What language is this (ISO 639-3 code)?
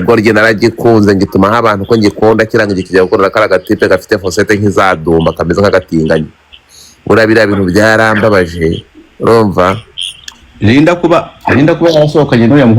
kin